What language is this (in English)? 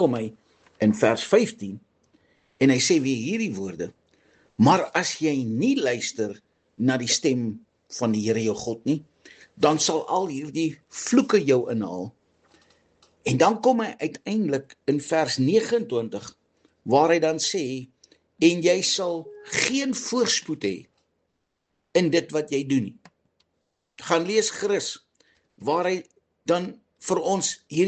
Afrikaans